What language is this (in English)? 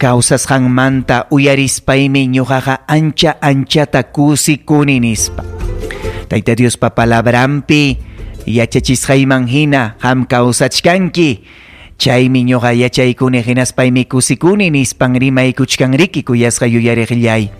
Ayacucho Quechua